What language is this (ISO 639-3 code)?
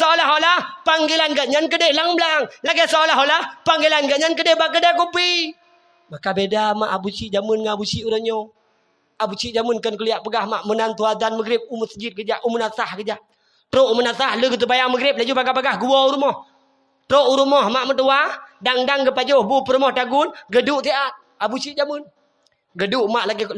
ace